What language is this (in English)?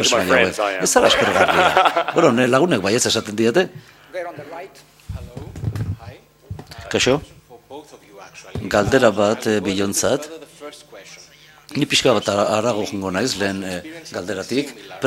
Basque